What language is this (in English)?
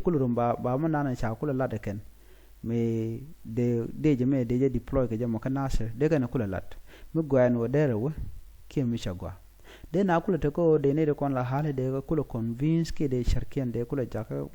Nuer